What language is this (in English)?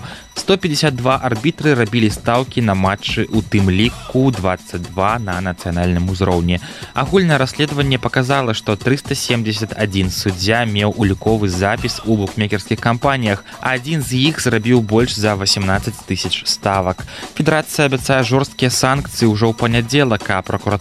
Belarusian